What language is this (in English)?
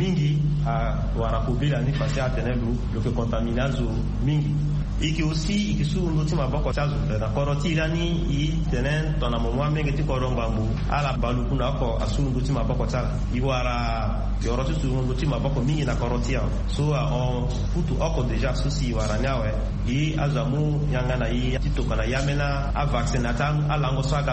Sango